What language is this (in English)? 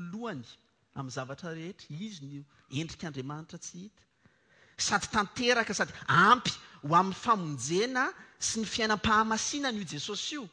Malagasy